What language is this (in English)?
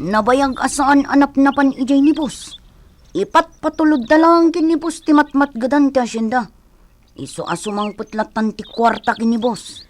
Iloko